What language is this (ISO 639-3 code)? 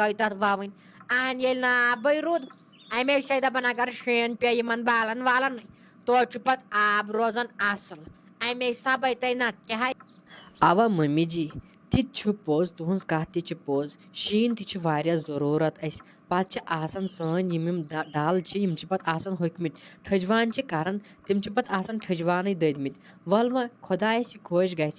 kas